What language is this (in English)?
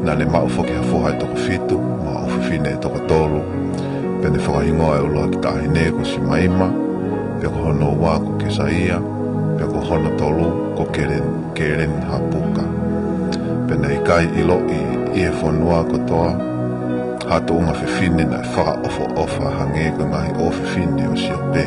Tongan